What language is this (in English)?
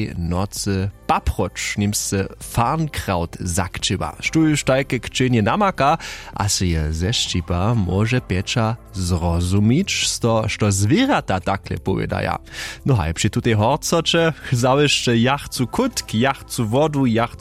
Upper Sorbian